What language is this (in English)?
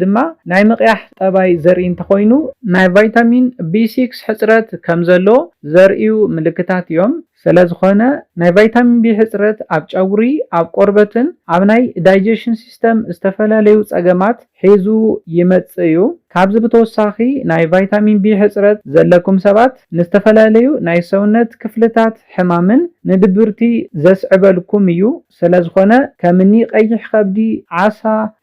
Tigrinya